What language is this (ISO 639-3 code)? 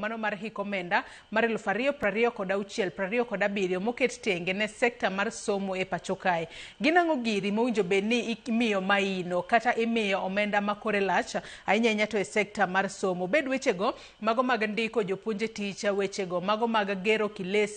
luo